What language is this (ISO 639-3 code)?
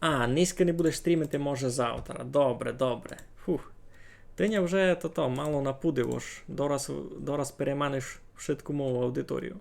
rue